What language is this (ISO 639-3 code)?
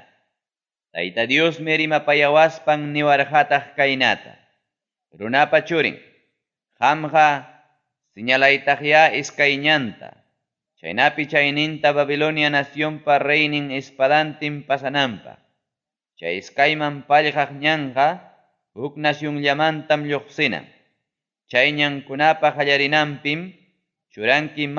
quy